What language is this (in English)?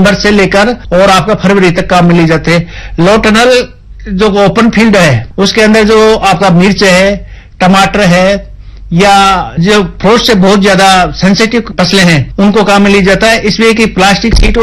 Hindi